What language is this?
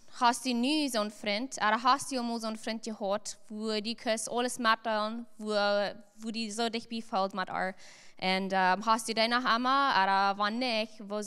Plautdietsch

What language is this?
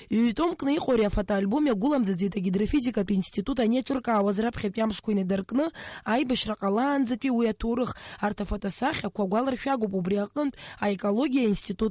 Abkhazian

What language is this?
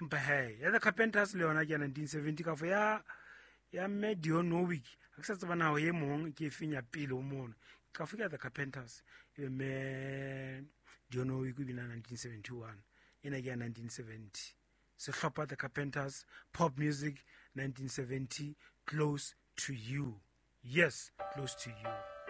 Southern Sotho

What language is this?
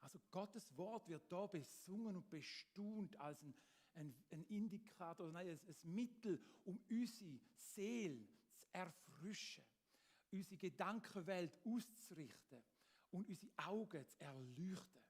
Swiss German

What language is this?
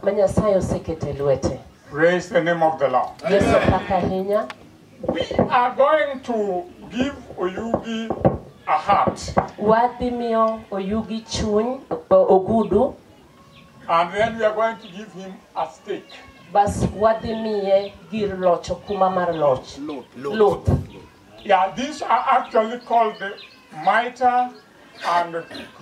Luo (Kenya and Tanzania)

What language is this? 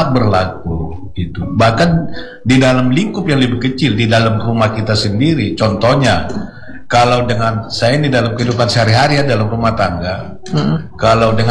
Indonesian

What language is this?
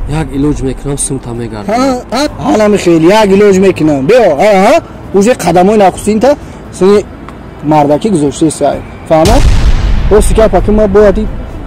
Tajik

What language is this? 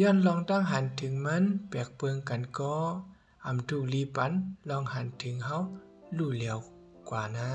Shan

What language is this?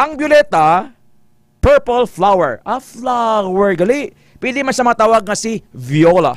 Hiligaynon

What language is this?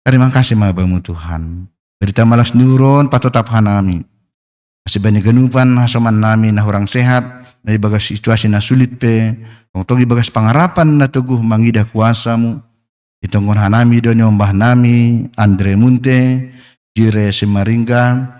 Batak Simalungun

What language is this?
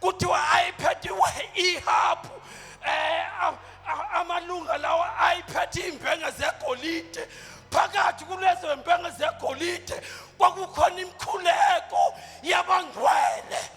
Zulu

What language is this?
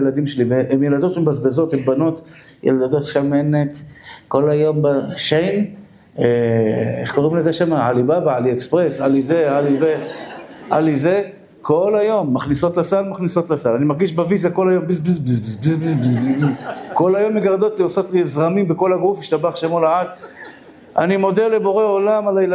Hebrew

